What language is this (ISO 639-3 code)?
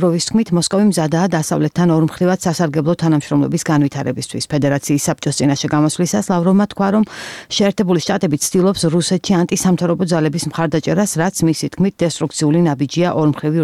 kat